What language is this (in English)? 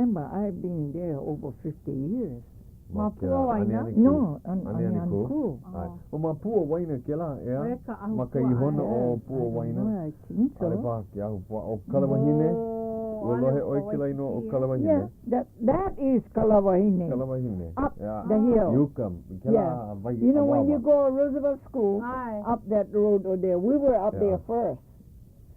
Hawaiian